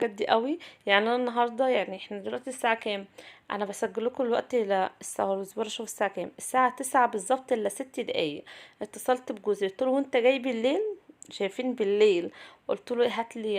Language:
Egyptian Arabic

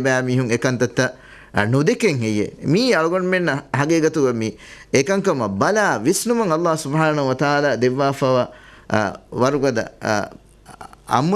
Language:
Divehi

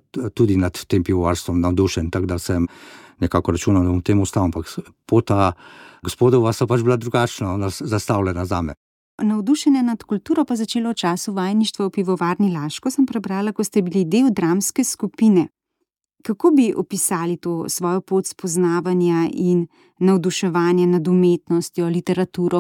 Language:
Slovenian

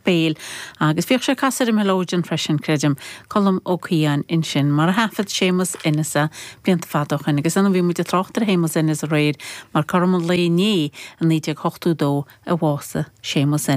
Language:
Irish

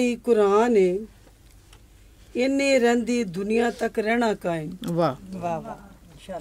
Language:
Punjabi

